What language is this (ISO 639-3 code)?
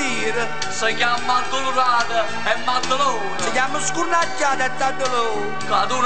nap